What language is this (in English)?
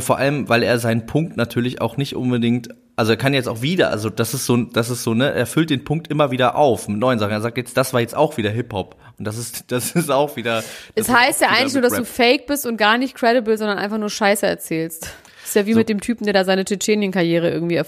German